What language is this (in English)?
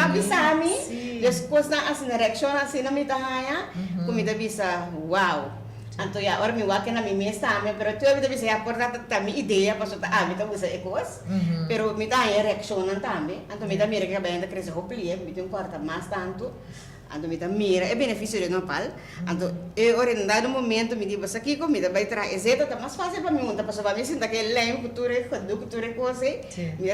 Papiamento